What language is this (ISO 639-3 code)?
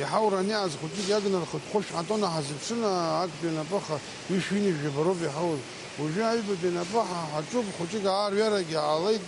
abk